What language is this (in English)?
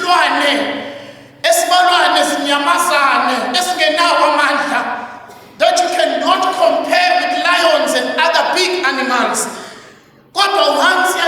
Zulu